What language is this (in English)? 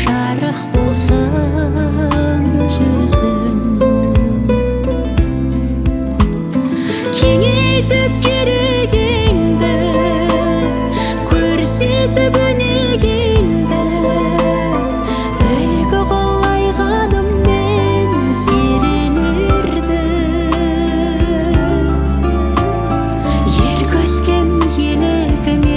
Kazakh